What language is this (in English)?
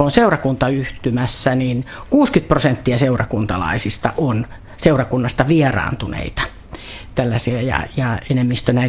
Finnish